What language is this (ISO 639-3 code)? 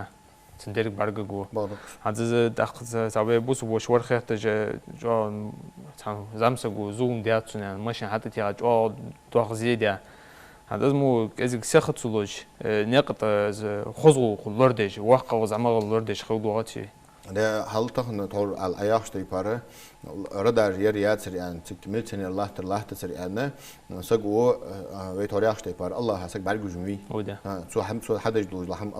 inh